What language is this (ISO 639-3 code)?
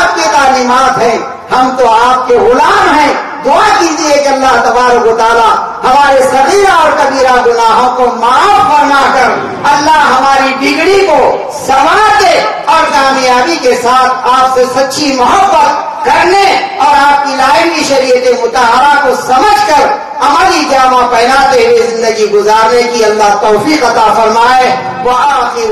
urd